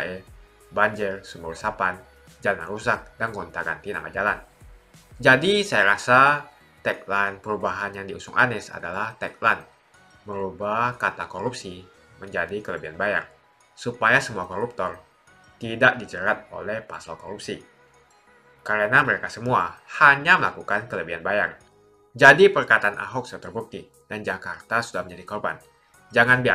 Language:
Indonesian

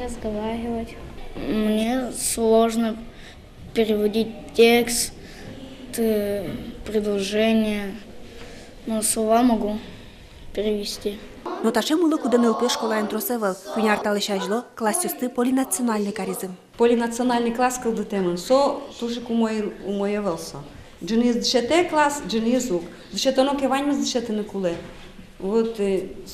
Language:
Udmurt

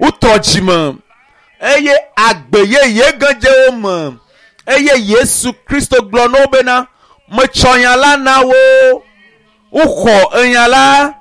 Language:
Ewe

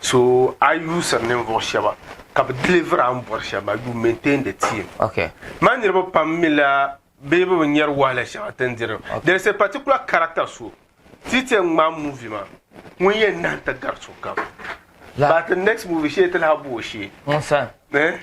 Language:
Dagbani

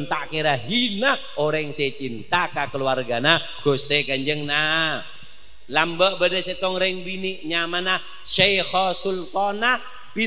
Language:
Madurese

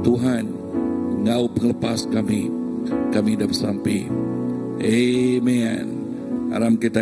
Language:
Iban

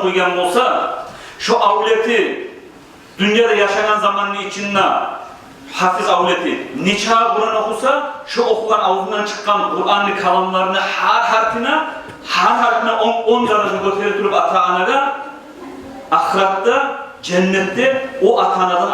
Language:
Kumyk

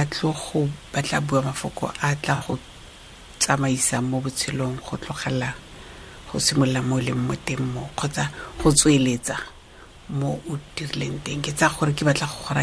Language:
Tswana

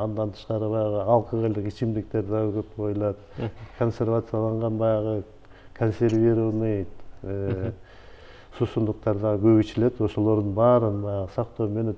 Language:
Kyrgyz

